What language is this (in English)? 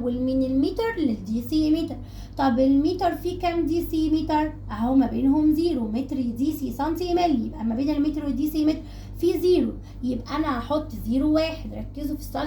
Egyptian Arabic